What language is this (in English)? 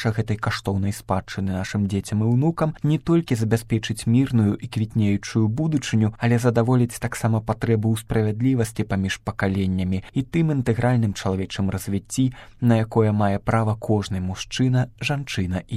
Belarusian